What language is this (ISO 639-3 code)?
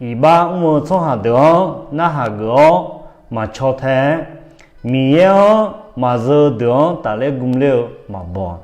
ahk